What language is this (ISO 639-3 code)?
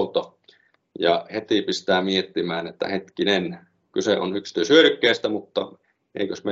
fin